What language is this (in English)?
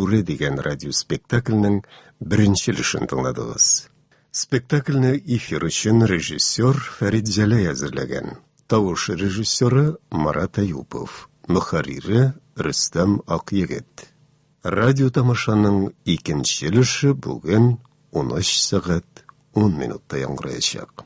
Tatar